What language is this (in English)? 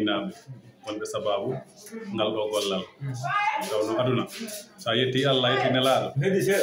Fula